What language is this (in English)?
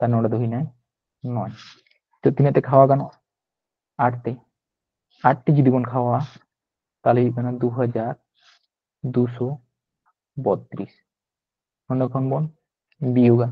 Santali